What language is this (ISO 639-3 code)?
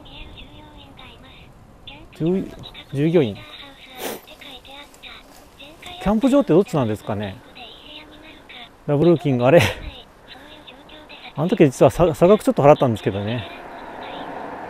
jpn